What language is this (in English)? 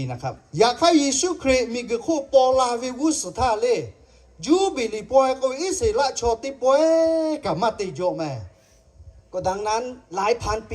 Lahu